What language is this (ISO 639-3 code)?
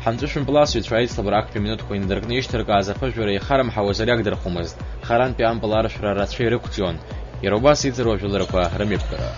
abk